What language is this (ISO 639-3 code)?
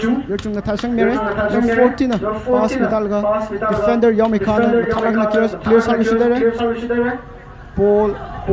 nmf